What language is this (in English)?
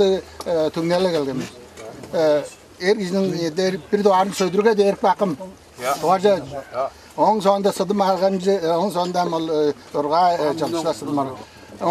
Tuvinian